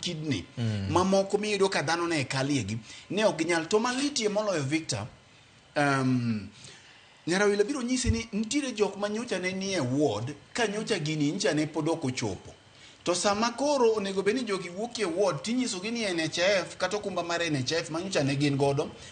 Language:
Luo (Kenya and Tanzania)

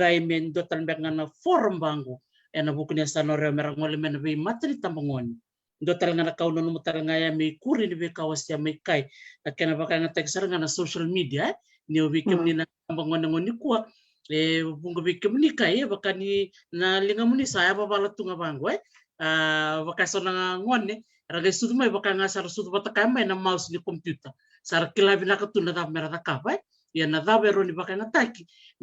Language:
Fijian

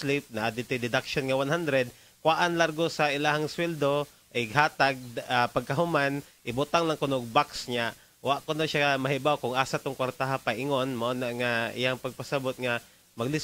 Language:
Cebuano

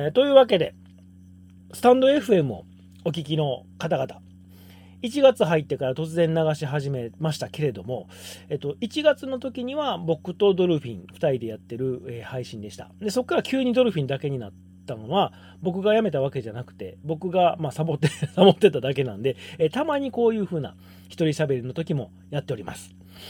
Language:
Japanese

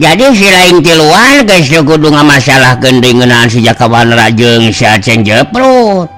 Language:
Sundanese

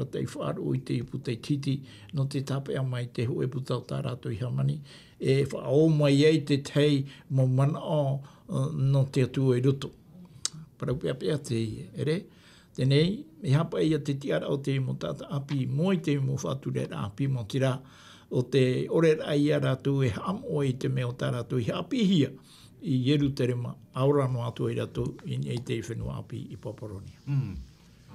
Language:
Tahitian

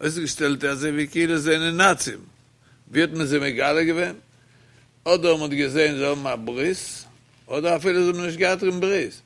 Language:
Yiddish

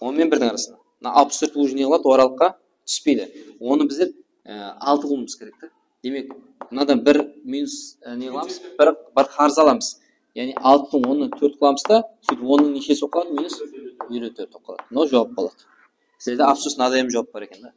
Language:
Kara-Kalpak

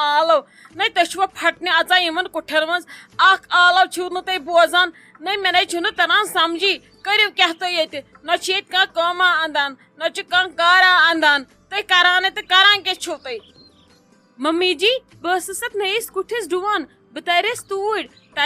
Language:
Kashmiri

